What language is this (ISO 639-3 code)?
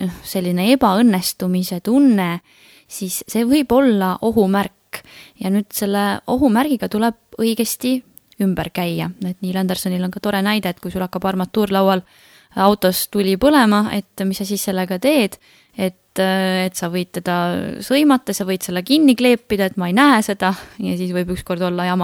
est